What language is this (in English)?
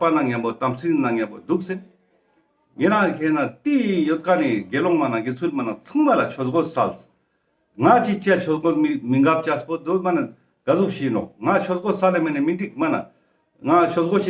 Ladakhi